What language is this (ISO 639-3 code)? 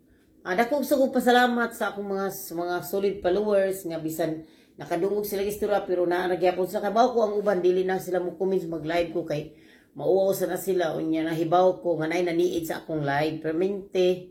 ceb